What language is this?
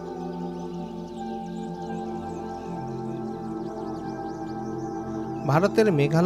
Bangla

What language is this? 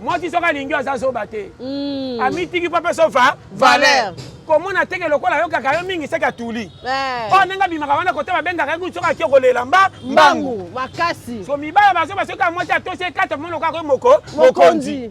Lingala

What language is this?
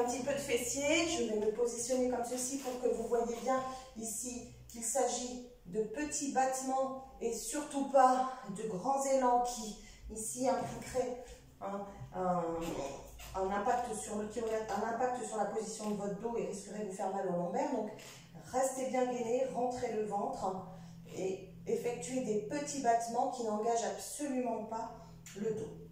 French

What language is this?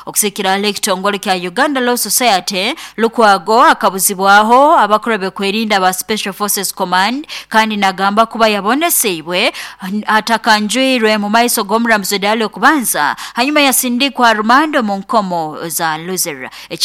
Nyoro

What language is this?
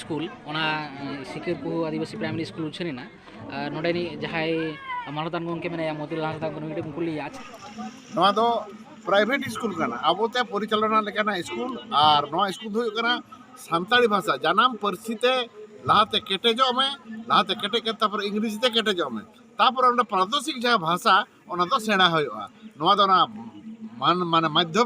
Santali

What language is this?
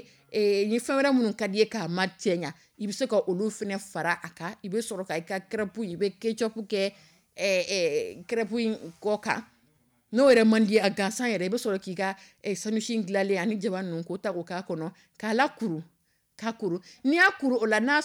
Dyula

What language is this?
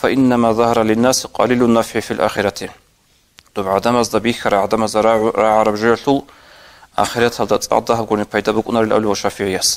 Avaric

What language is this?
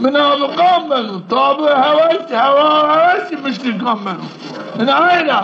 Zaza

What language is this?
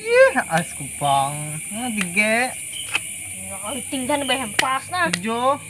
Banjar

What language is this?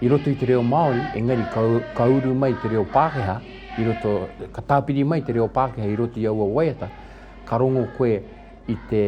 Māori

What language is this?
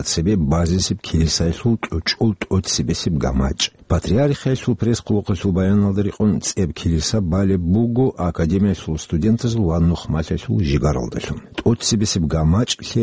Avaric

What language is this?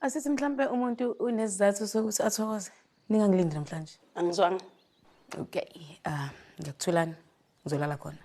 Zulu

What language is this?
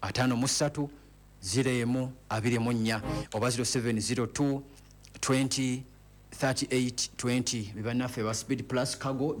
Ganda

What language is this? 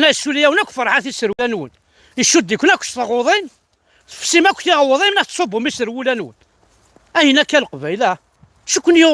Kabyle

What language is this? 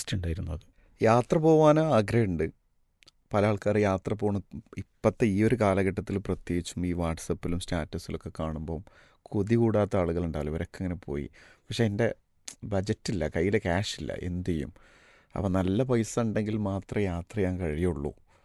Malayalam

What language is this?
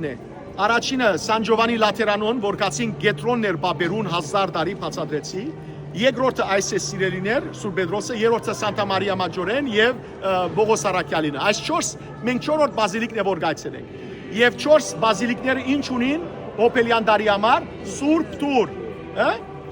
Western Armenian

